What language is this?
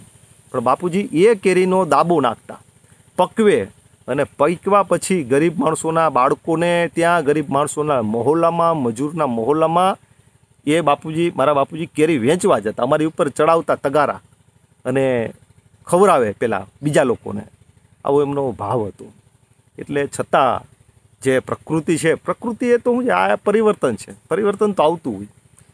Gujarati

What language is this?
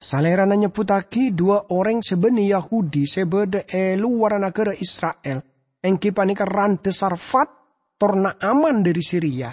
Madurese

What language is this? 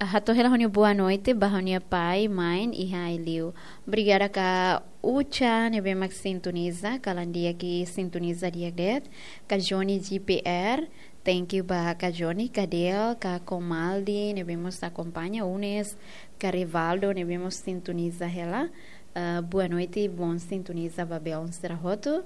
Tetum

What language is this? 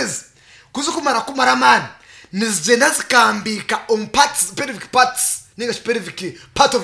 Nyankole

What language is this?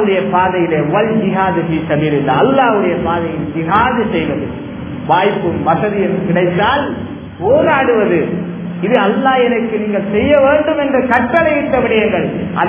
Tamil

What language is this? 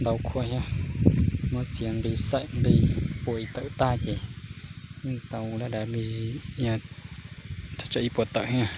Hmong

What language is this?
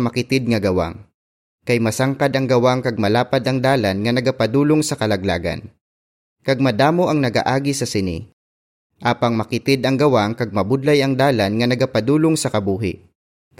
Hiligaynon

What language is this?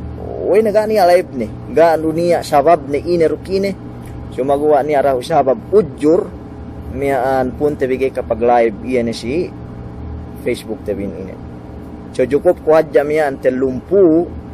Yakan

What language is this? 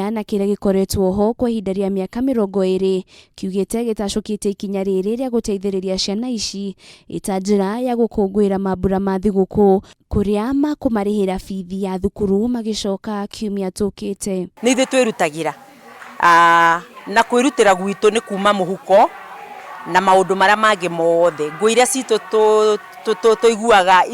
Kikuyu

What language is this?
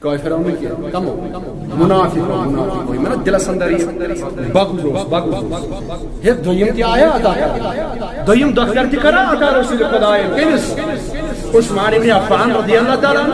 Kashmiri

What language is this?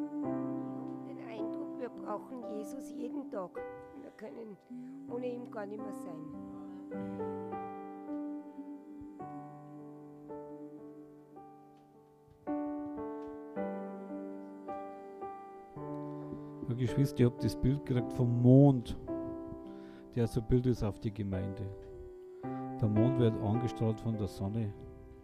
German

